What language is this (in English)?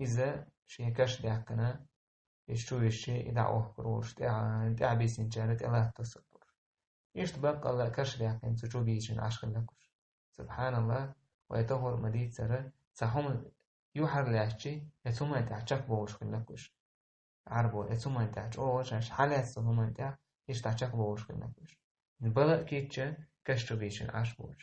Chechen